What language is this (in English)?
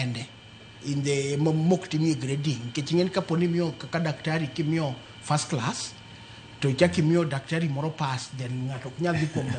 Luo (Kenya and Tanzania)